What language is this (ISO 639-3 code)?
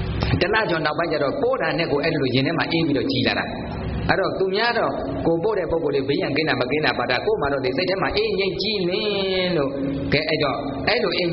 mya